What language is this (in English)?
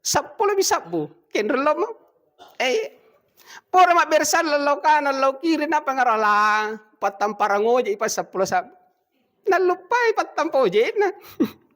Buginese